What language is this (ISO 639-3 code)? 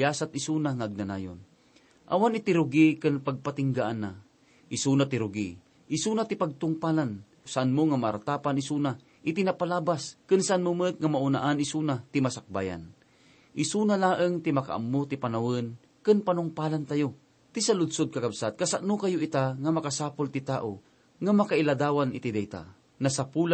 ilo